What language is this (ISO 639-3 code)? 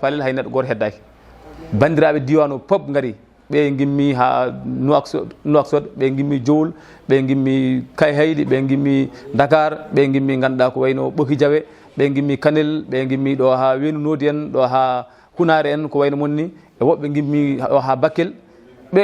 ful